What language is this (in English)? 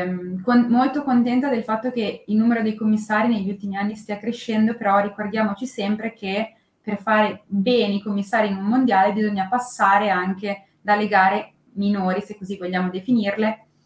Italian